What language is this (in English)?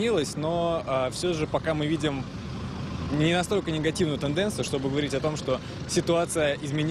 Russian